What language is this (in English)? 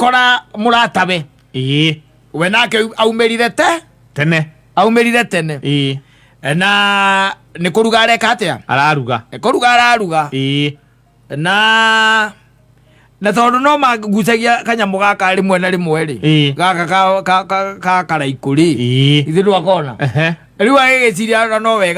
Kikuyu